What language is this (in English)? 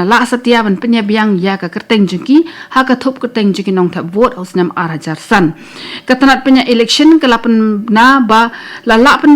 Khasi